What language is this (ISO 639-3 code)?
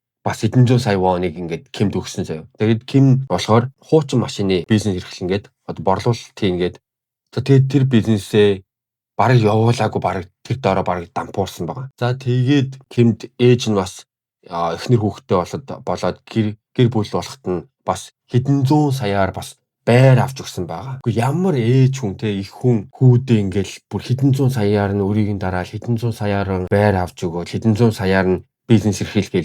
mon